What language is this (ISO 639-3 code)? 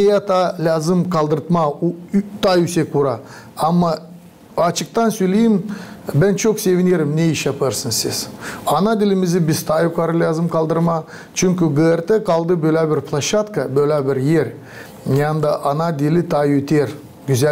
gag